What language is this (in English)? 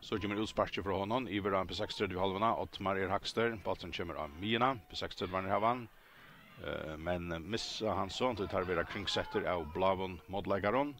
Faroese